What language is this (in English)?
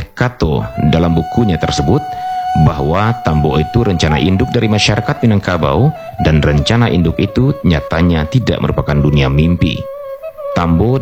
Indonesian